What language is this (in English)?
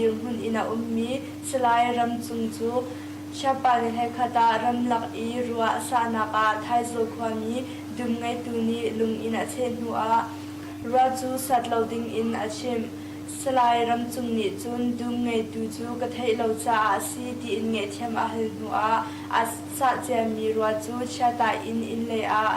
Hakha Chin